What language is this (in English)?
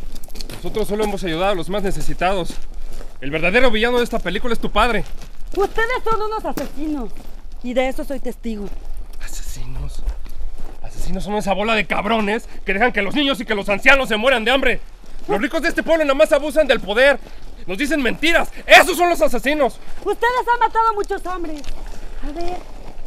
Spanish